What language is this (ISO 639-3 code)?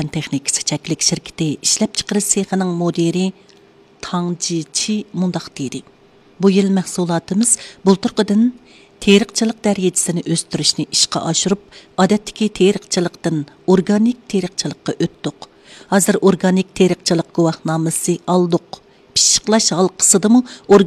uig